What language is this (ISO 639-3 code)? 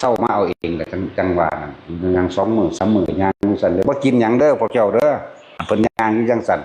tts